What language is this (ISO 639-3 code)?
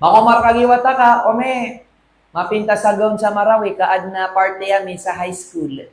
mrw